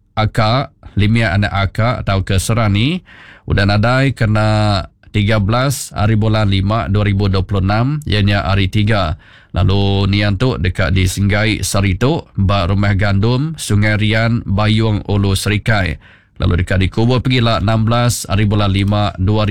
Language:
Iban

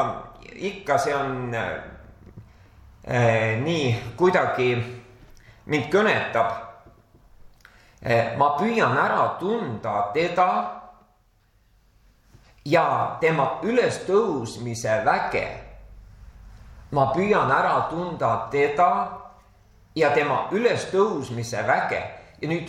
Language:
Estonian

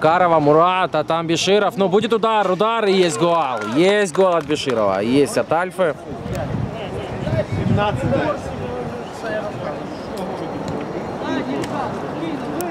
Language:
Russian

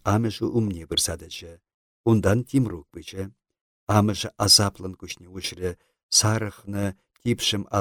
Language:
Chuvash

